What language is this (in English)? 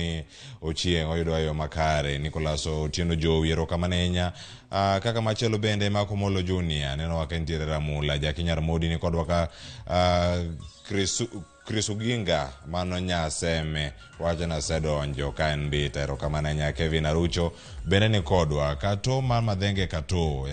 Luo (Kenya and Tanzania)